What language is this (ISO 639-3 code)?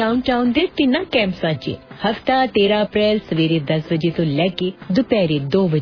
pan